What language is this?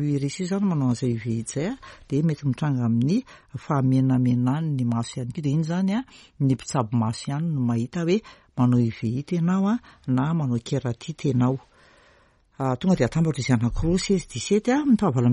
Malagasy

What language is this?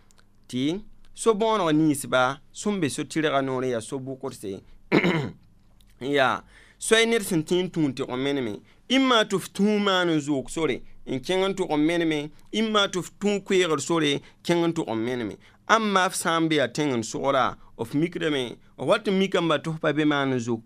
Mossi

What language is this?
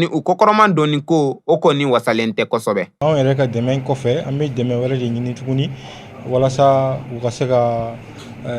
Bambara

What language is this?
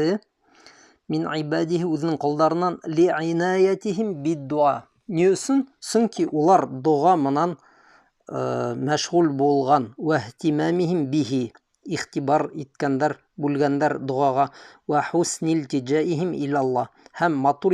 Bashkir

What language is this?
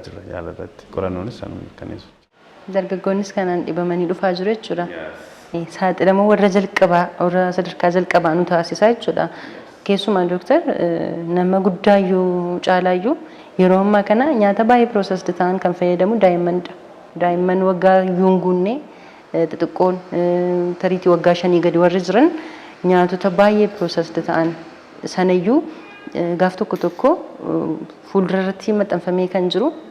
Oromo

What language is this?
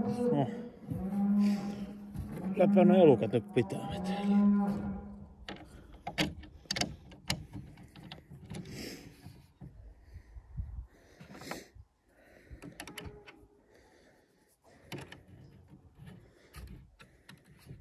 Finnish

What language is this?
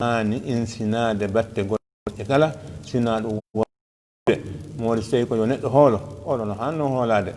Fula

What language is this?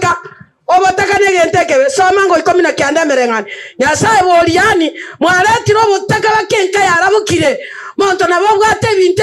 Gusii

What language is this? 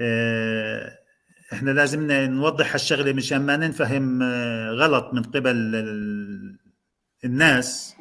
North Levantine Arabic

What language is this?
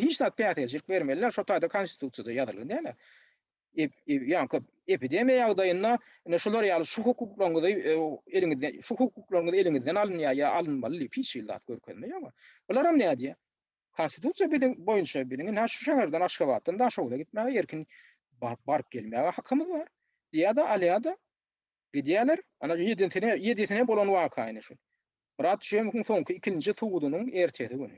Turkmen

